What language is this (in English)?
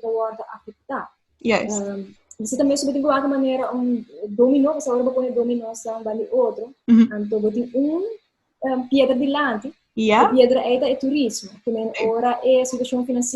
Papiamento